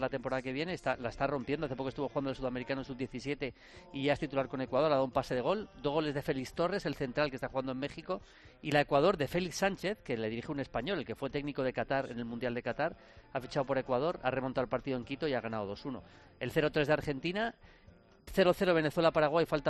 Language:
Spanish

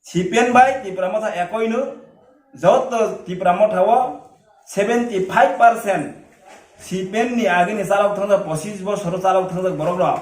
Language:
Kok Borok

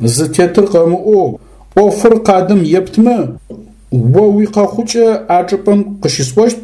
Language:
Adyghe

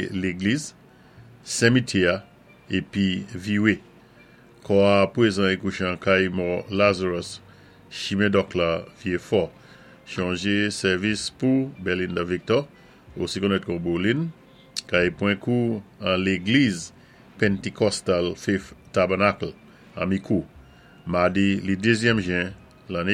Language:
Saint Lucian Creole French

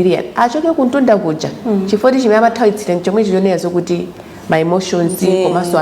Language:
Nyanja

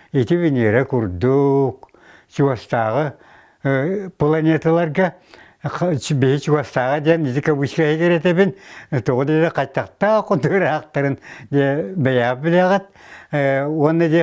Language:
Yakut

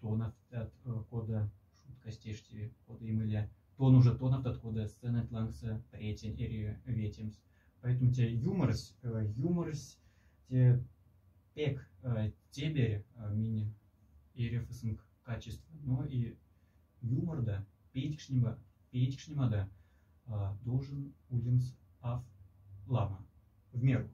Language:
Moksha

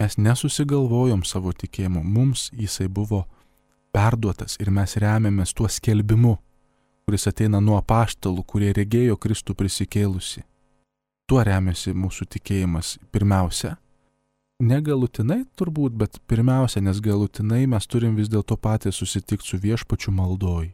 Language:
Lithuanian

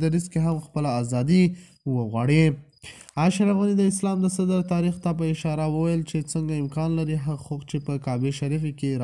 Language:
Pashto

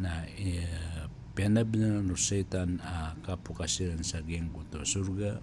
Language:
Maranao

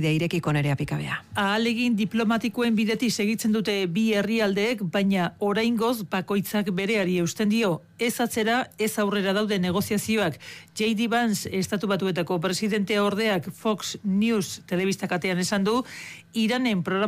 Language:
Basque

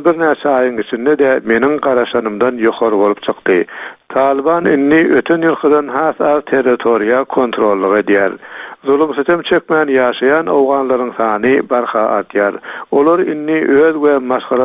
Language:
Turkmen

